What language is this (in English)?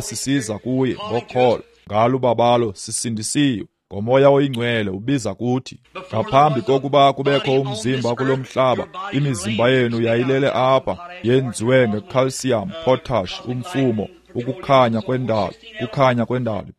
Xhosa